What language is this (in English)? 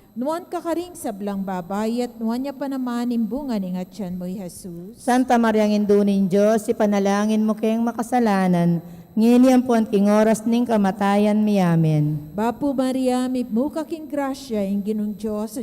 Pampanga